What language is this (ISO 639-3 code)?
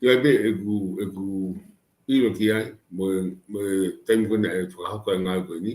ton